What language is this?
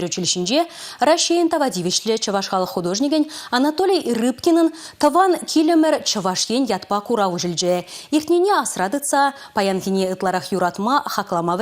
Chuvash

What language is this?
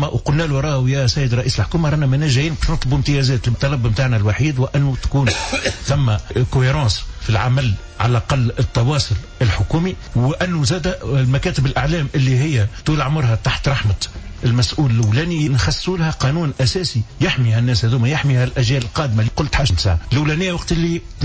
Tunisian Arabic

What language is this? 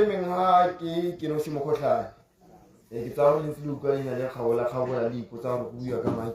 Tswana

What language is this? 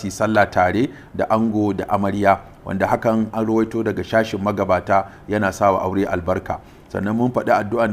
Hausa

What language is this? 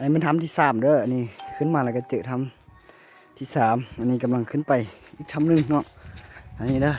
Lao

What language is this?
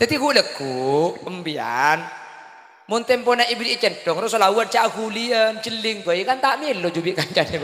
Madurese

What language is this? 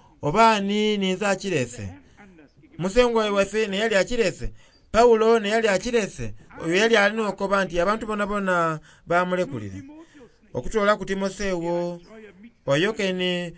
Soga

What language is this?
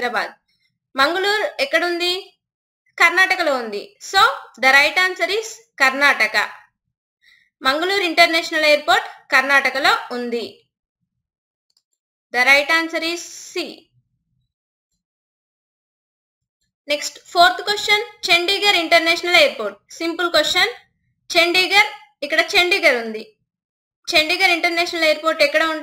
Telugu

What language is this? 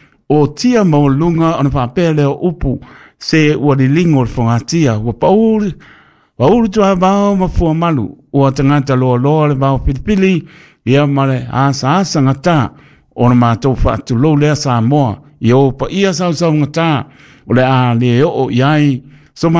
Samoan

